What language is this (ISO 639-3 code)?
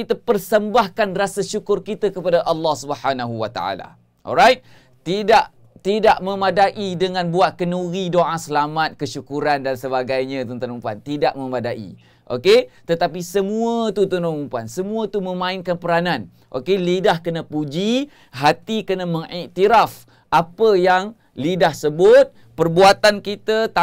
msa